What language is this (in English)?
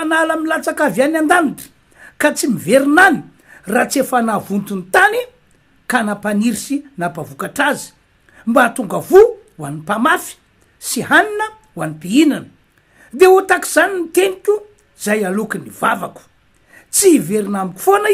Malagasy